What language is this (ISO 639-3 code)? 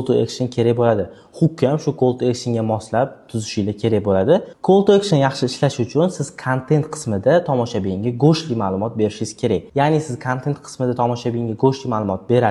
uzb